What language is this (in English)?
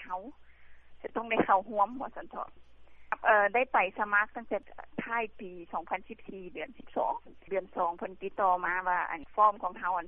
Lao